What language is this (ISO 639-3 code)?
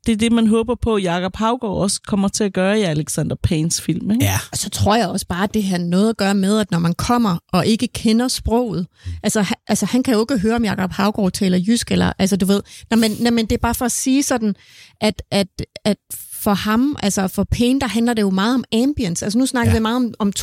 dan